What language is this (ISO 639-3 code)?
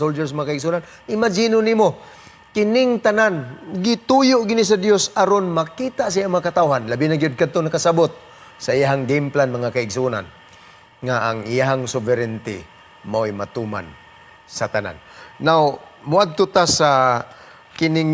ceb